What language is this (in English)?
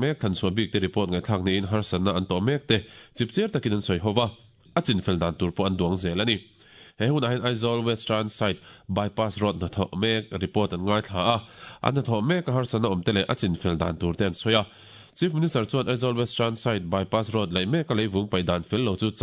Mizo